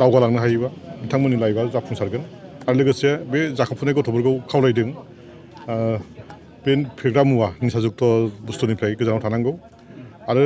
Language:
Bodo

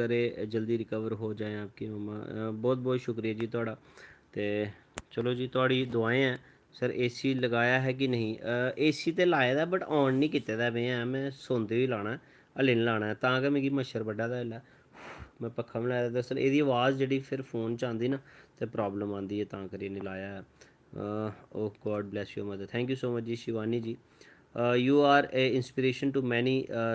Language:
Dogri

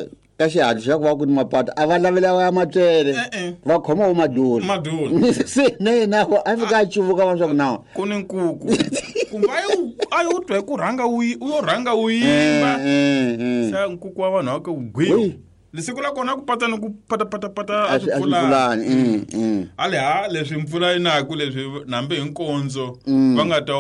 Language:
Tsonga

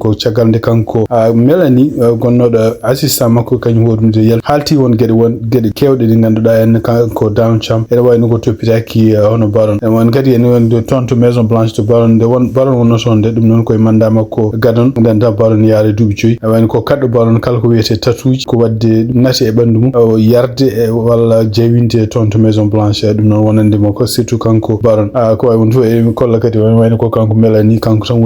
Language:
Fula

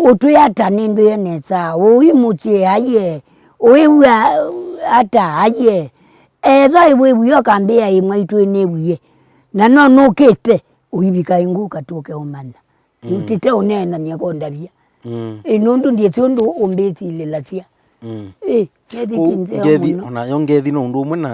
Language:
Kamba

